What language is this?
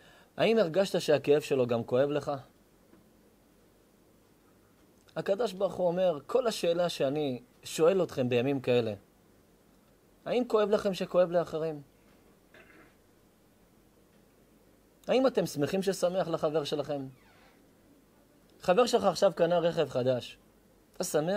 Hebrew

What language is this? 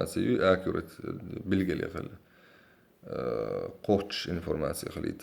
Chechen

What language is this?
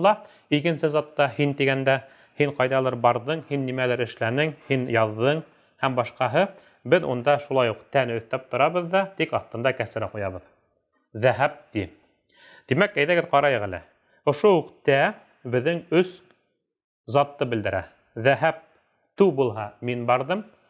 Bashkir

